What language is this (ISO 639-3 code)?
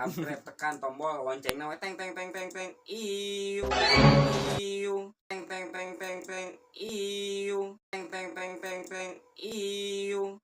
sun